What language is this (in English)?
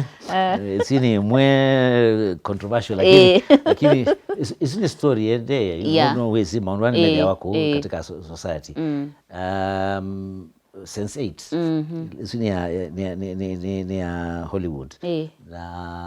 Kamba